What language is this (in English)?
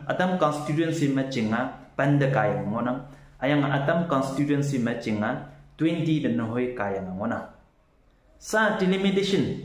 Konyak Naga